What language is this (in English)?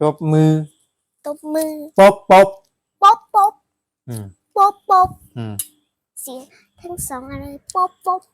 Shan